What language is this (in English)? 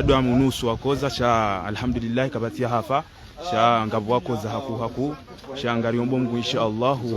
Ngazidja Comorian